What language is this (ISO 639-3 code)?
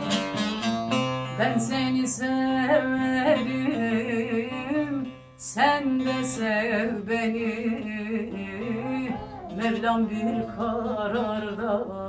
tur